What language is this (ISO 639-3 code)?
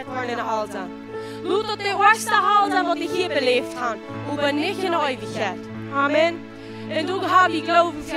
pdt